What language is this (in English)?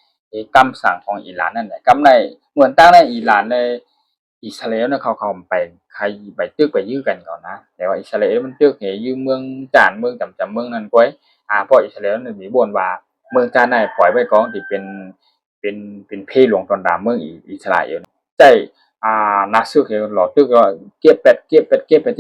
Shan